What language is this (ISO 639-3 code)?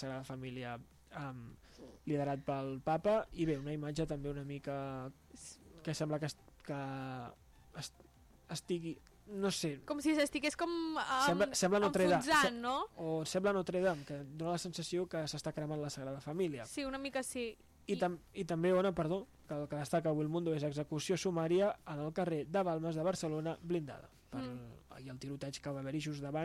cat